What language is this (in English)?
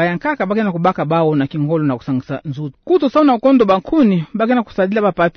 Kituba (Democratic Republic of Congo)